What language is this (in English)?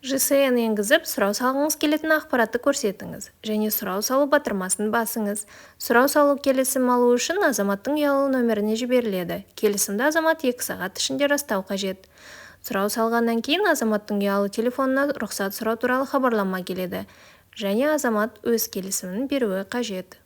Kazakh